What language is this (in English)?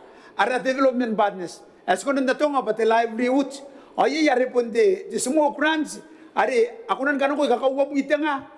Gilbertese